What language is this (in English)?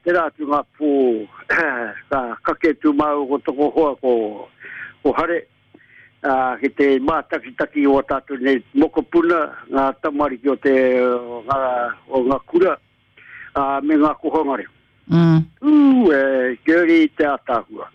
Māori